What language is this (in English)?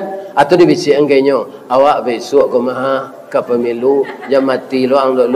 Minangkabau